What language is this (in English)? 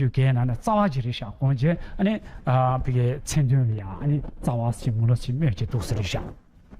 Tibetan